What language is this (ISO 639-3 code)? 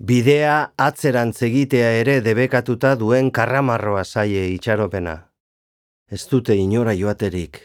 eus